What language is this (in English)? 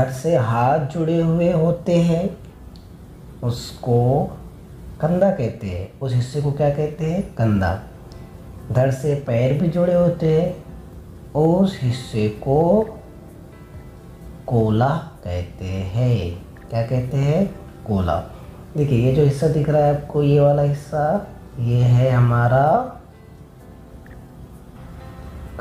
Hindi